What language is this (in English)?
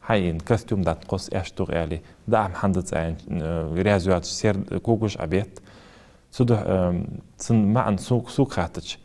Ingush